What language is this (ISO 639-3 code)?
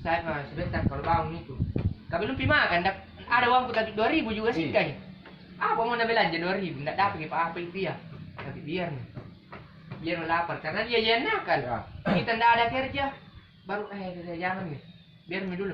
mfp